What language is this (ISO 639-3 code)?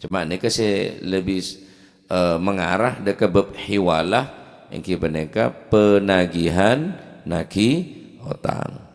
mad